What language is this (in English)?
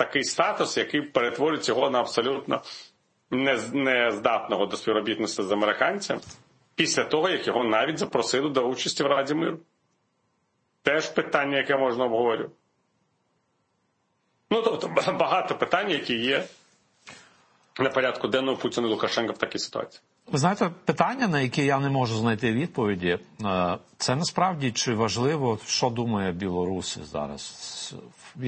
Ukrainian